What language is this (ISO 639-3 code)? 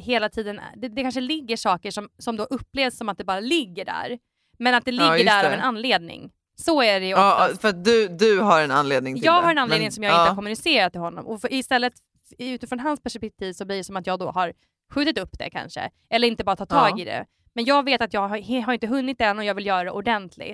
swe